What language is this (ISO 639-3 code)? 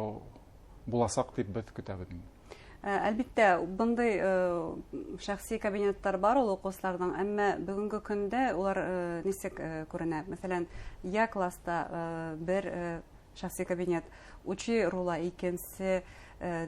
bak